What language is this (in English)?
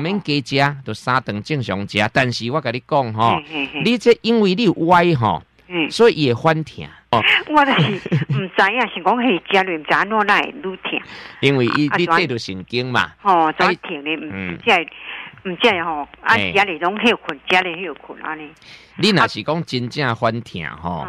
Min Nan Chinese